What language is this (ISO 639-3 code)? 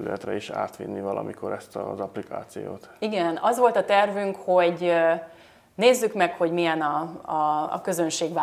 hun